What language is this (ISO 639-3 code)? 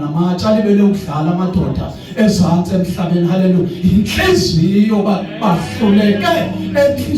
zul